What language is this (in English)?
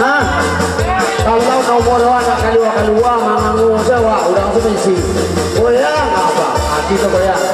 Minangkabau